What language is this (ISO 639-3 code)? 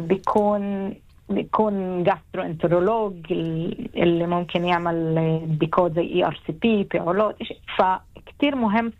apc